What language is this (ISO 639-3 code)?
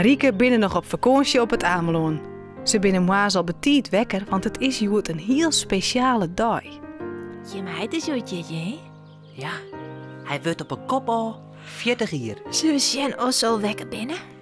fry